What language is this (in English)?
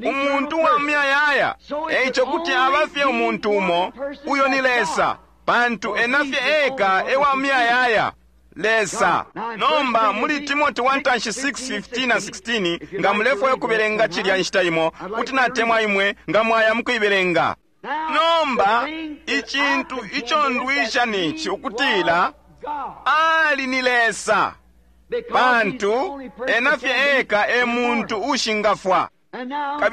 Bemba